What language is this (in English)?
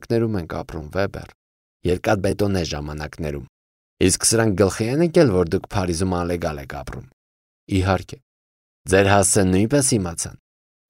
Armenian